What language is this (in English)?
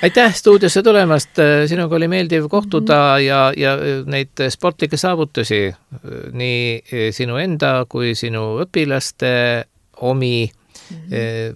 Estonian